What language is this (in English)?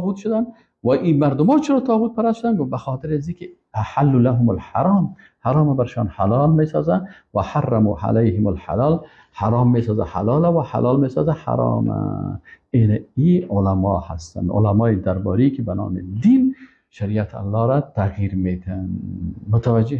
Persian